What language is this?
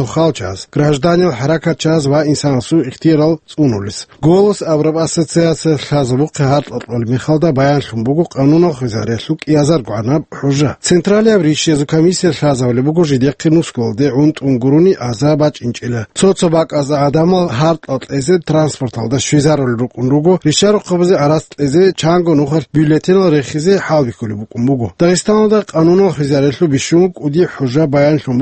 Avaric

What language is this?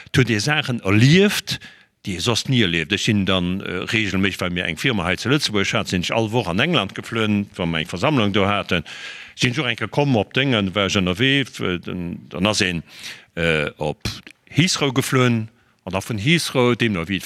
Luxembourgish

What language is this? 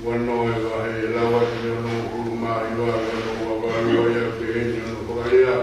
Tongan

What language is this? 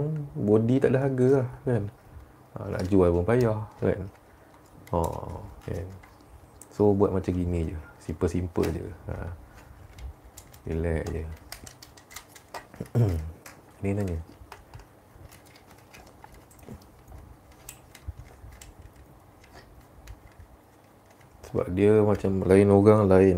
Malay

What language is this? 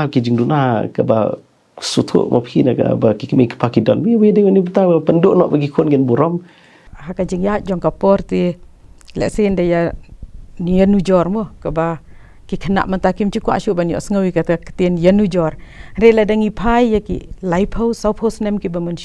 Khasi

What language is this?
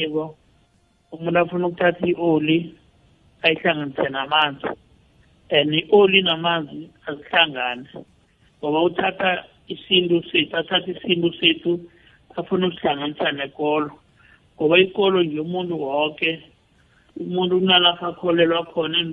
South Ndebele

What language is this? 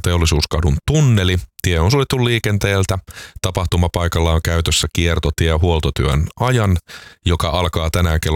Finnish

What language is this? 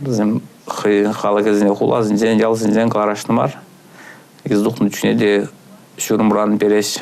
Chuvash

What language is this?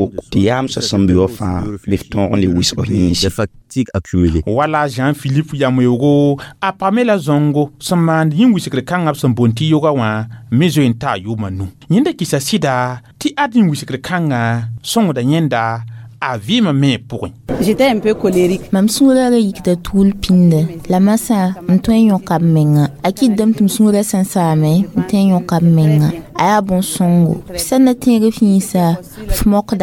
Mossi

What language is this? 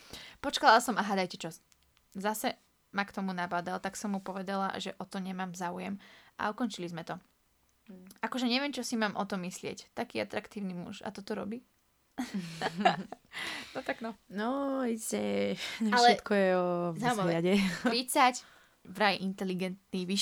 Slovak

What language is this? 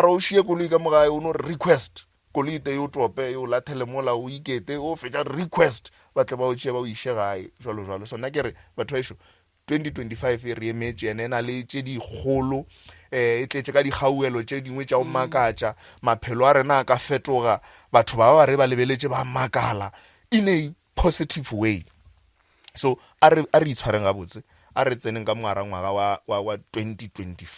Northern Sotho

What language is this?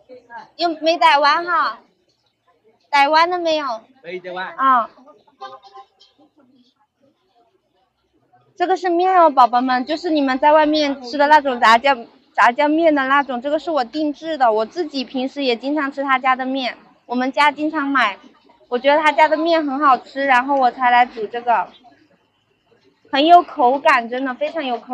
Chinese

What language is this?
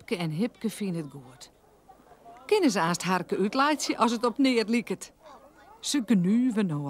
Western Frisian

